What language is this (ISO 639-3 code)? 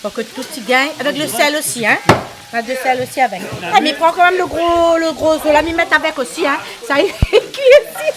rcf